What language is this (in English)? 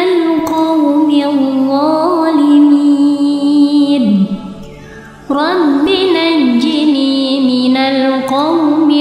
Arabic